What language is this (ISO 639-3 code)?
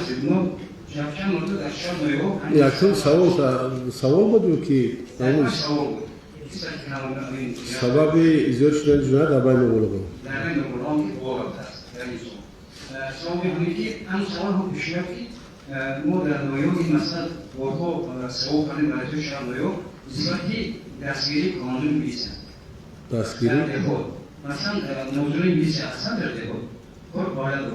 tgk